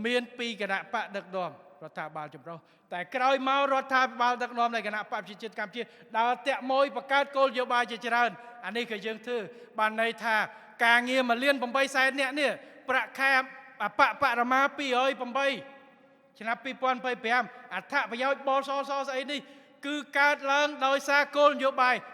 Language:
Khmer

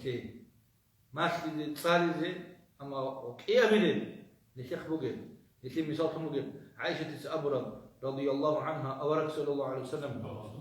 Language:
Avaric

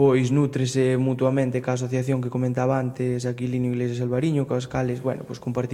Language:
Galician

